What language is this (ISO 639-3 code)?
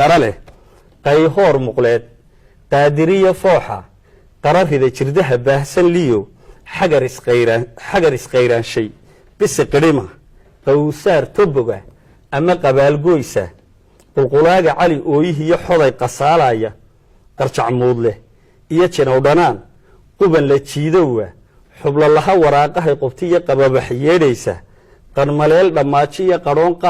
som